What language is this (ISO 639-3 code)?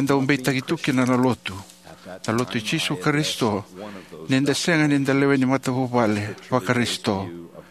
fij